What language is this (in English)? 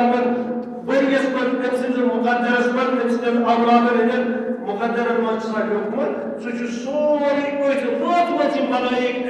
Kashmiri